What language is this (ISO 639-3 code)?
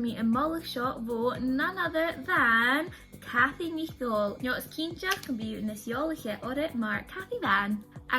gla